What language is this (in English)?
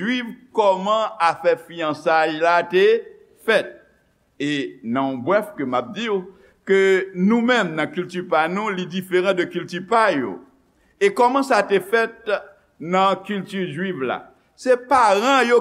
Haitian Creole